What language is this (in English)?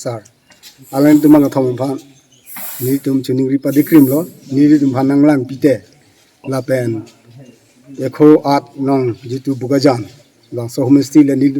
Karbi